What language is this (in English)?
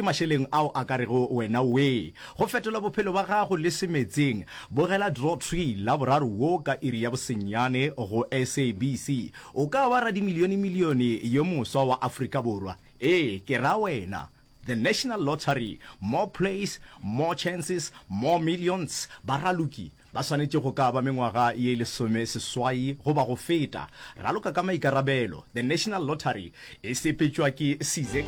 Northern Sotho